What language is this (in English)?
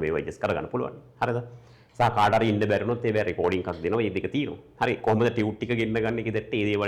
Sinhala